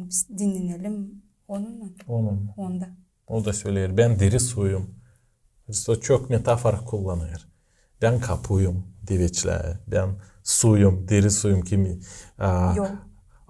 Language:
Gagauz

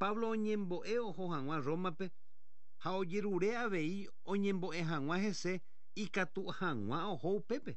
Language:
Guarani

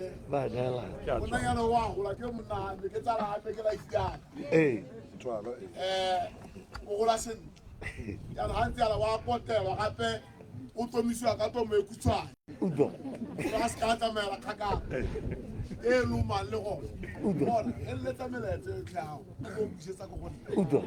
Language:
Tswana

